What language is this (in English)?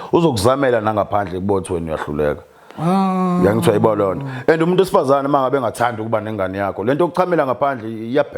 Zulu